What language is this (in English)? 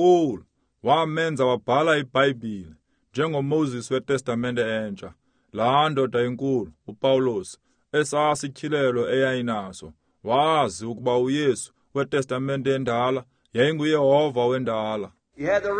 Xhosa